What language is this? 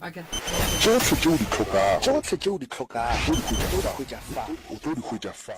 Northern Sotho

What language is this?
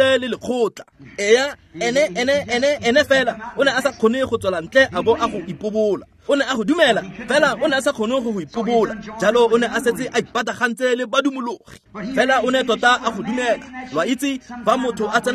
Tswana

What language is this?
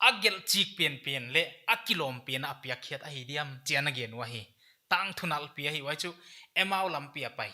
Paite Chin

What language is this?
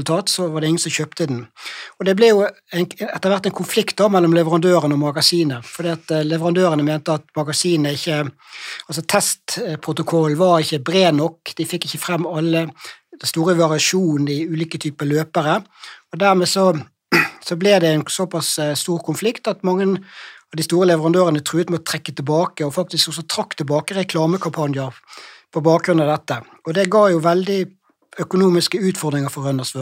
Norwegian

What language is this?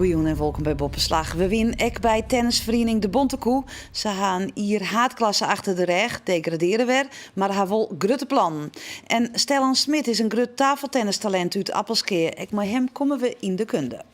Western Frisian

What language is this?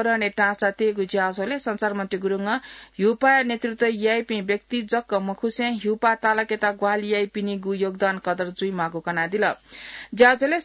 Newari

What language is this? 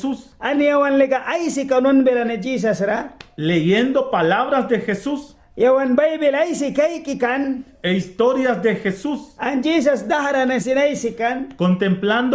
Mískito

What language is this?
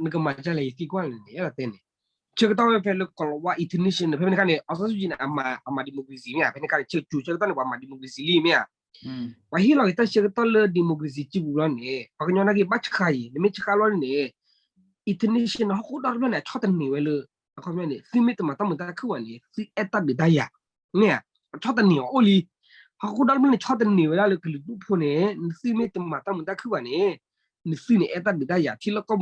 S'gaw Karen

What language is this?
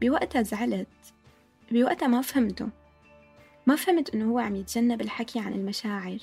North Levantine Arabic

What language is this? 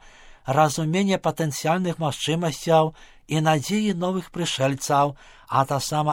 Belarusian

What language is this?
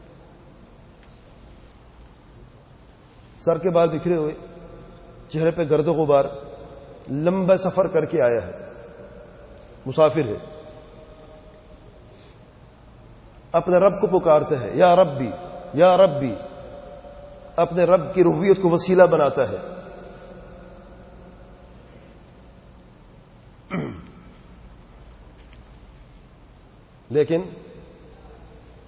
Urdu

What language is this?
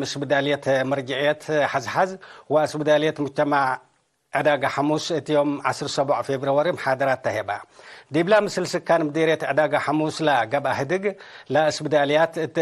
Tigre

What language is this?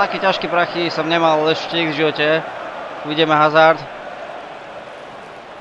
Slovak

